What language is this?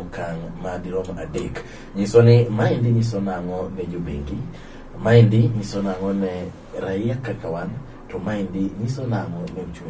Luo (Kenya and Tanzania)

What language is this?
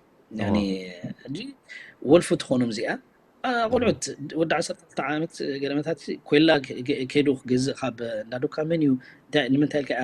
Tigrinya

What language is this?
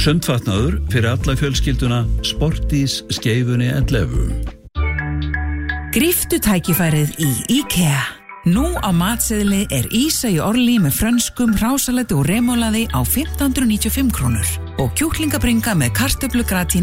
Icelandic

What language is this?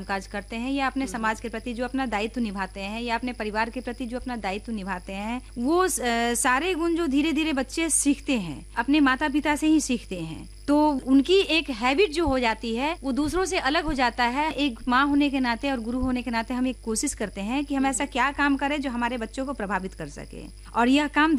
Hindi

